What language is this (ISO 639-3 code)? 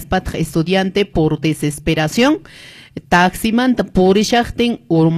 que